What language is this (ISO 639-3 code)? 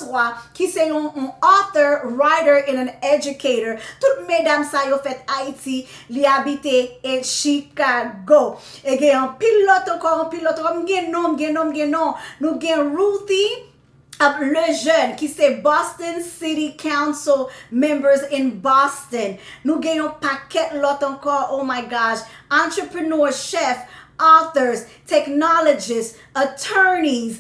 hat